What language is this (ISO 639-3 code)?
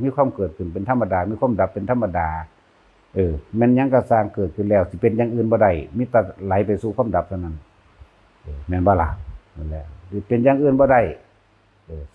tts